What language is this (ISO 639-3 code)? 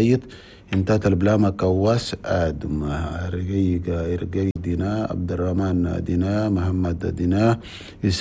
shu